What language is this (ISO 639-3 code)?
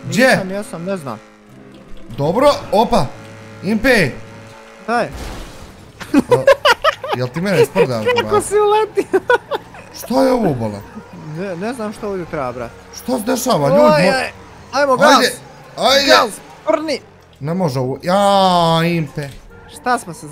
bos